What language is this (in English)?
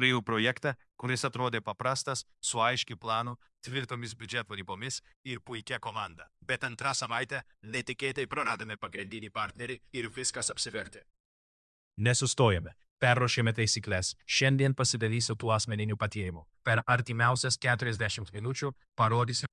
Lithuanian